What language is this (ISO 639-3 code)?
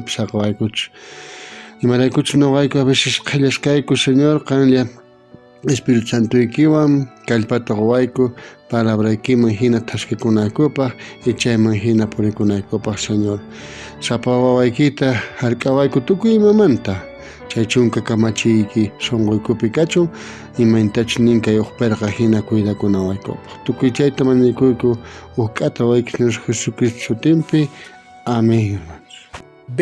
quh